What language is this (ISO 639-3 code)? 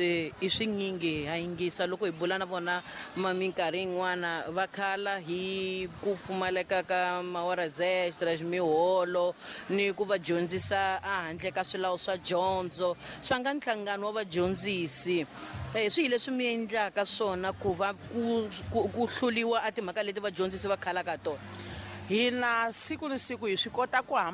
tso